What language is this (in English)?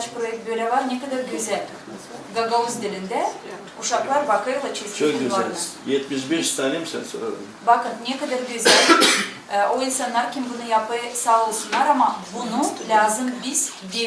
Gagauz